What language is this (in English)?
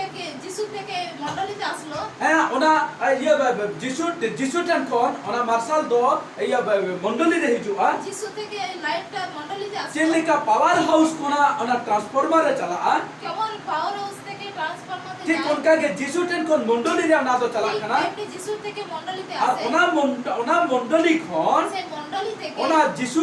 Santali